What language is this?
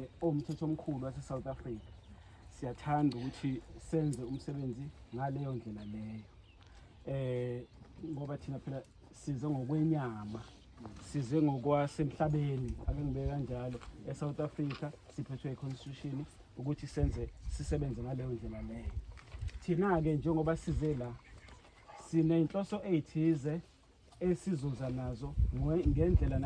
Zulu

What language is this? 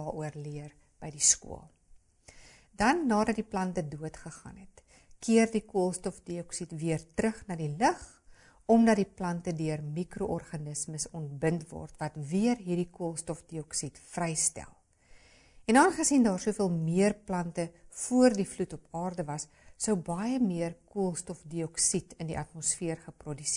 Afrikaans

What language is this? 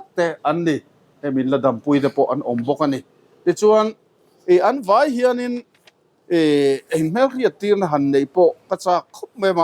Mizo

